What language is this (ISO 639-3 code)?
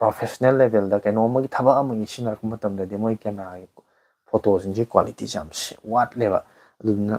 mni